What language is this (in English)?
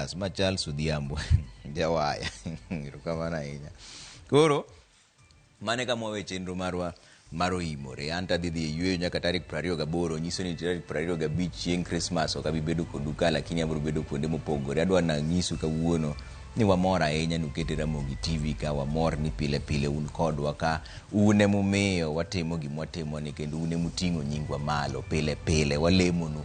Luo (Kenya and Tanzania)